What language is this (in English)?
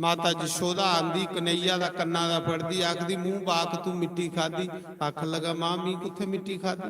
Dogri